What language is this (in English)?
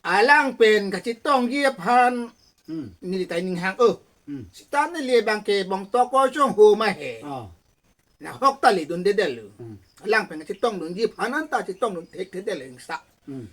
Karbi